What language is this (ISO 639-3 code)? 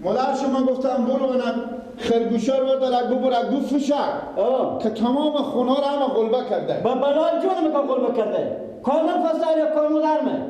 fas